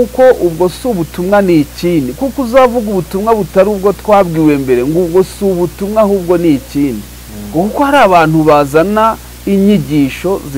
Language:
Kinyarwanda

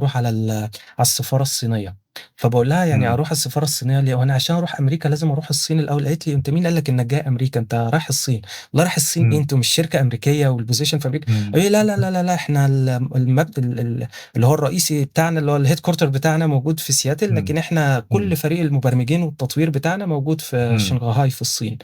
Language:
Egyptian Arabic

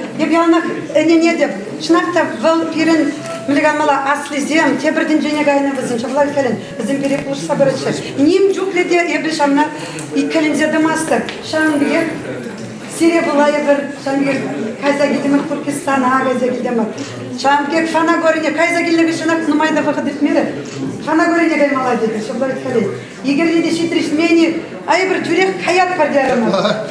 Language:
Chuvash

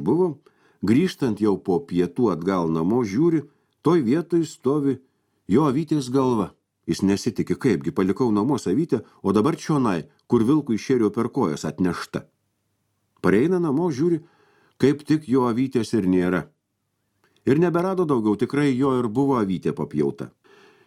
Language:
Lithuanian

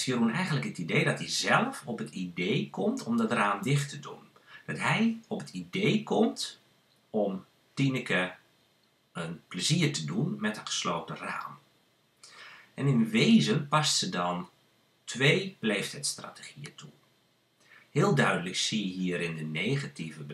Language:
Dutch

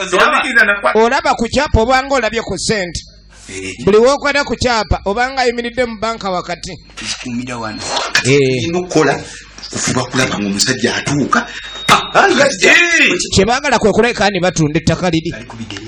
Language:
Ganda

